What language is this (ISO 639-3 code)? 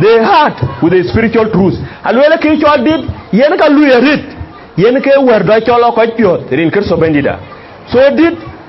din